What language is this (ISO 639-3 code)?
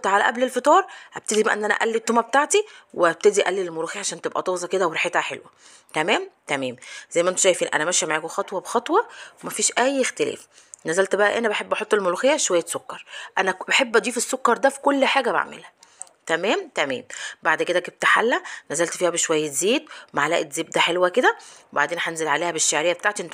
arz